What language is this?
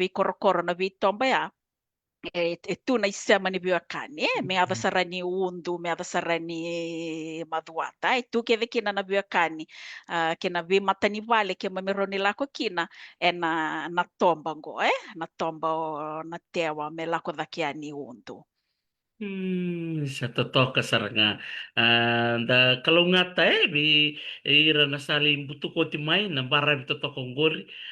Fijian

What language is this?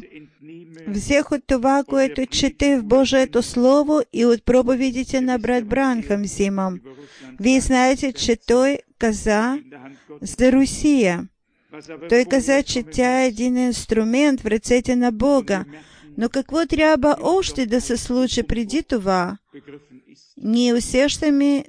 Bulgarian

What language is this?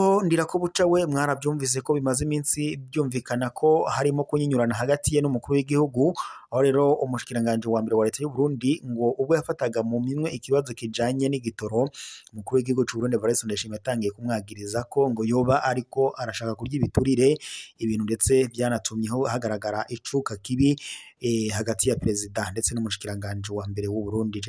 Rundi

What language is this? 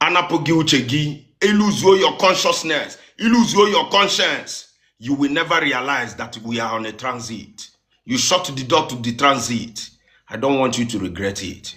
Igbo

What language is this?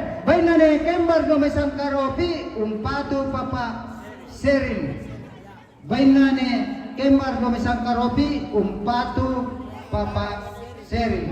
Toraja-Sa'dan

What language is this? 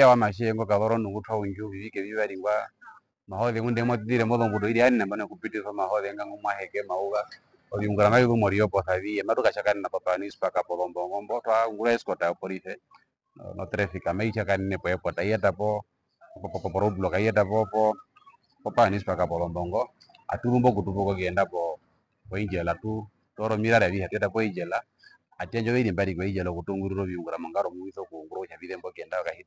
Herero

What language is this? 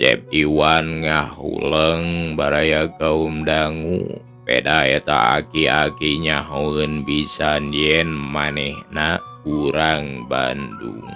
Sundanese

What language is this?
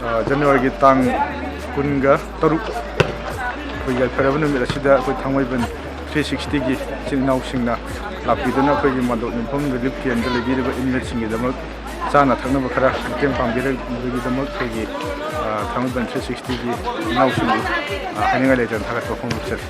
Manipuri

